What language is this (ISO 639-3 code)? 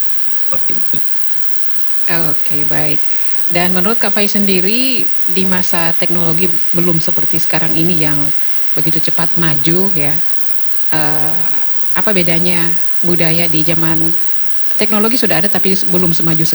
ind